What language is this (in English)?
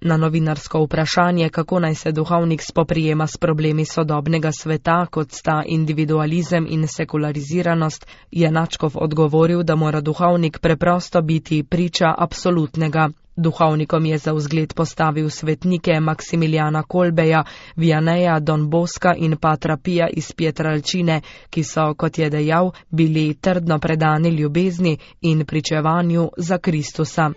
Slovenian